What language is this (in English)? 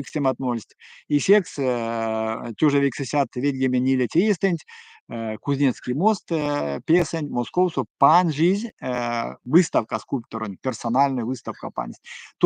Erzya